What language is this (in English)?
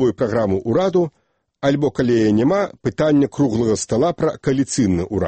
Belarusian